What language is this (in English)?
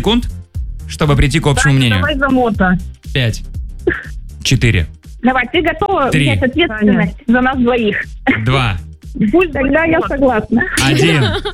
Russian